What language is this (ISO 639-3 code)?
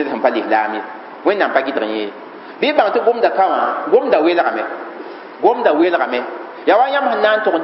mos